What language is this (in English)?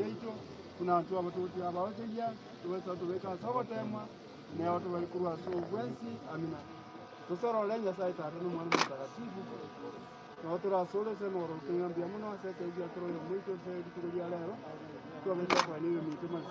Swahili